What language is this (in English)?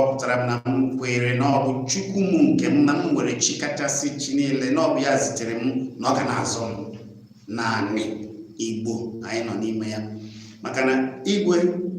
Igbo